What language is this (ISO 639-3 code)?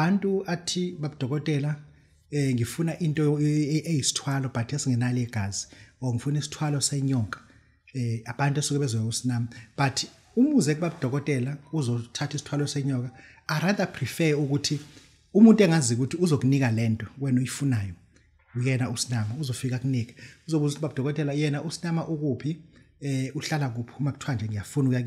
zul